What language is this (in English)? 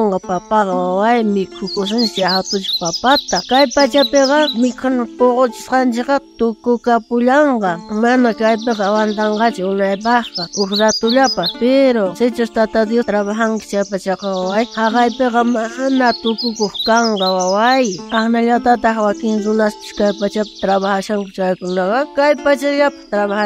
South Bolivian Quechua